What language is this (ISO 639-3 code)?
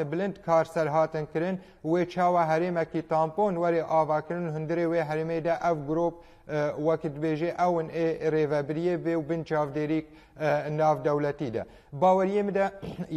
kur